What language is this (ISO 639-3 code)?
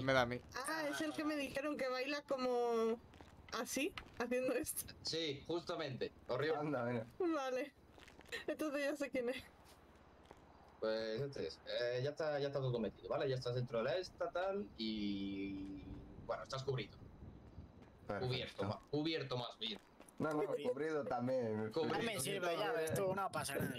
spa